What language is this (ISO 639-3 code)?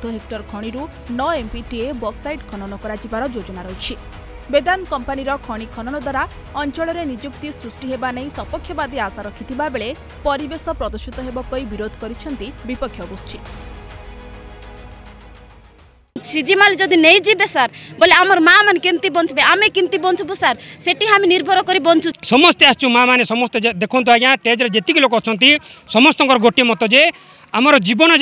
ori